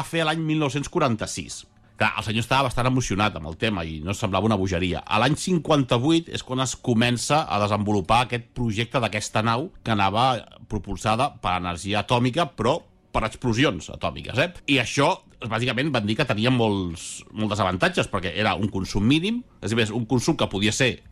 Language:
Catalan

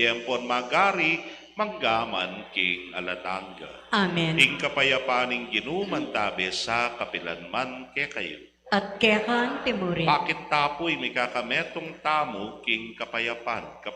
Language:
Pampanga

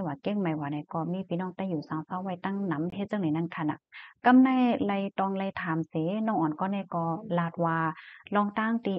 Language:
Shan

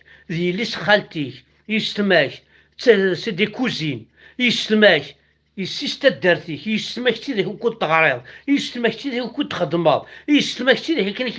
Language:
Kabyle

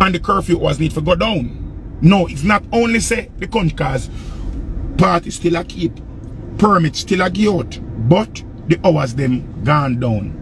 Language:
Jamaican Creole English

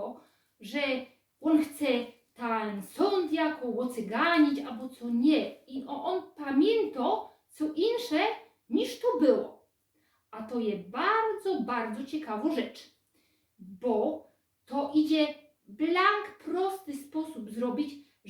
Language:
Silesian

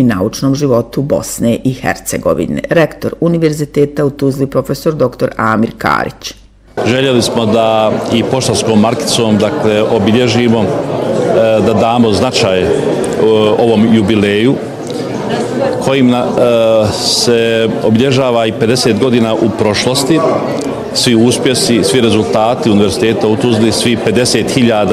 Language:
Bosnian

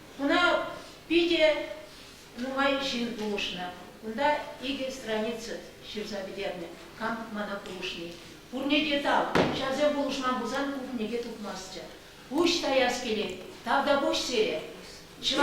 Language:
Chuvash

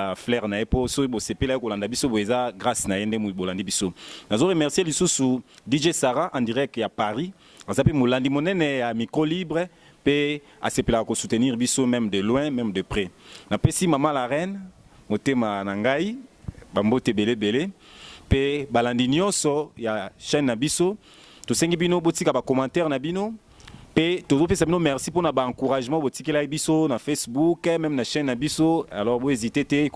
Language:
Lingala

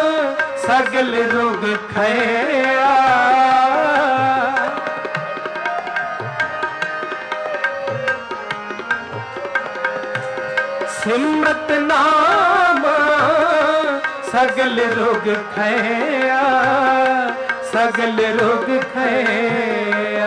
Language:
Punjabi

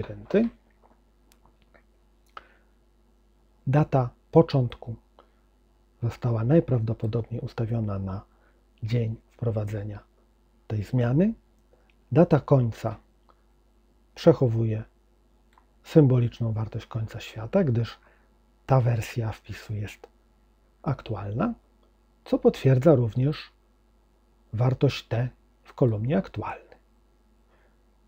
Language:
Polish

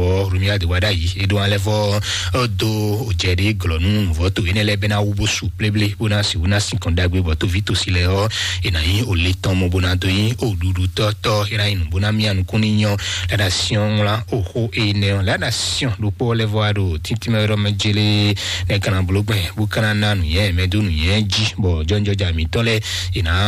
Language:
Fon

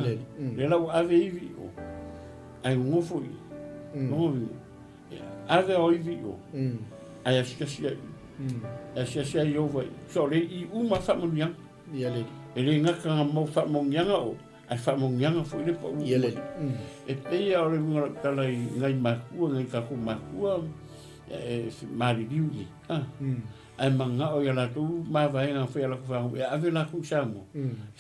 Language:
Samoan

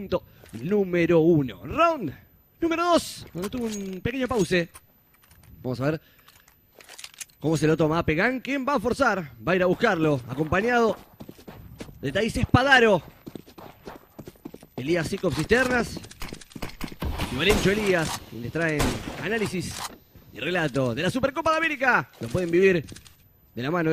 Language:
Spanish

